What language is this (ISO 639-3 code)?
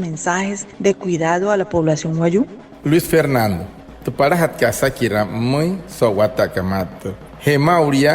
guc